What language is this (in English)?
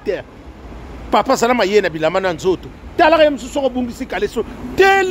Lingala